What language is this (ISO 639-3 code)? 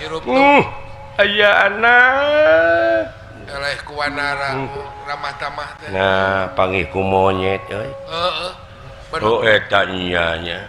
sun